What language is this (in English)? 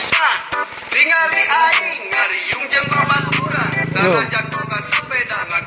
Sundanese